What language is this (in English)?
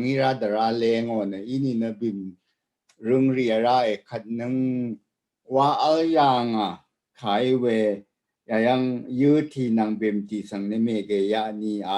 Rawang